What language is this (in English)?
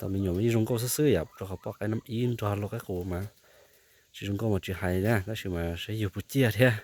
Hmong